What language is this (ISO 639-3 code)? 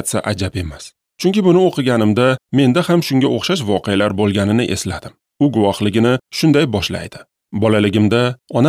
uzb